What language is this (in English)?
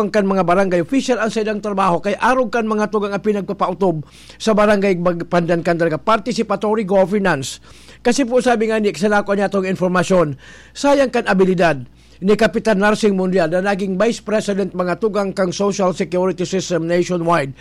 Bikol